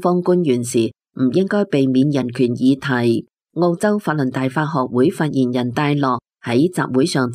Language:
Cantonese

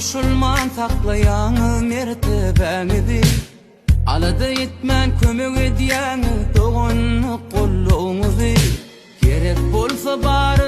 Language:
Turkmen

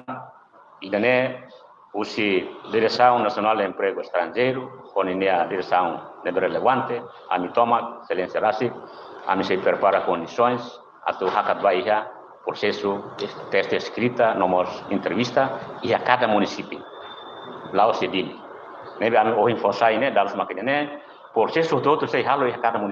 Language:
Tetum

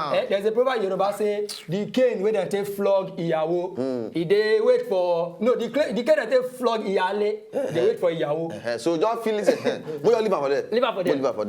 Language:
Nigerian Pidgin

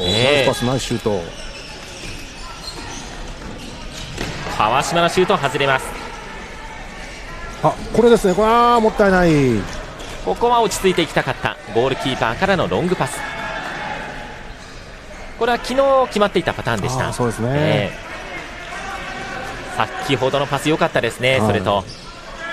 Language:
Japanese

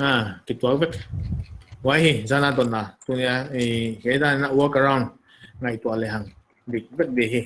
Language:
Paite Chin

